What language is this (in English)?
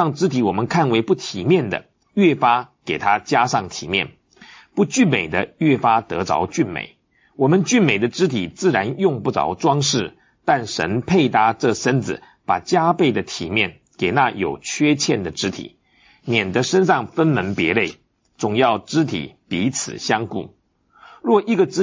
Chinese